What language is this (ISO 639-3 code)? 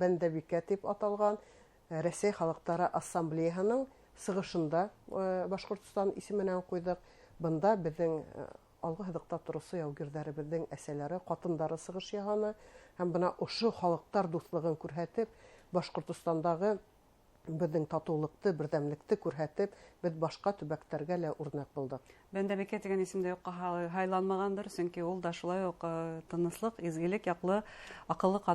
bak